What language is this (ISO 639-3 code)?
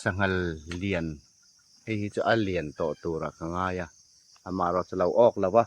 hmr